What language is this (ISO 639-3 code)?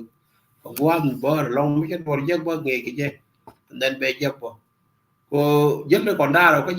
nus